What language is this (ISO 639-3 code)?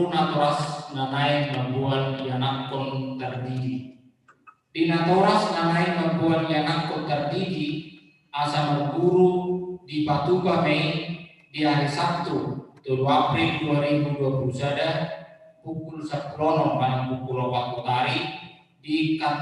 bbc